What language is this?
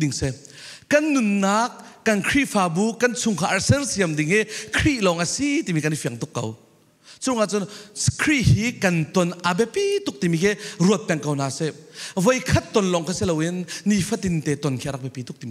Falam Chin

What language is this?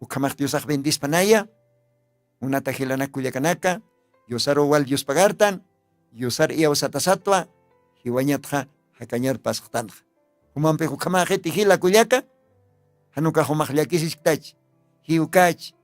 Aymara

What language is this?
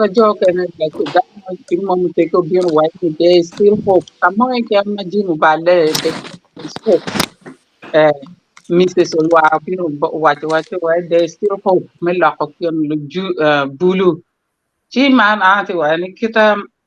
Acoli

